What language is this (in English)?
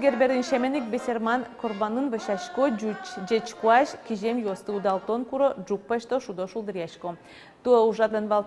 Udmurt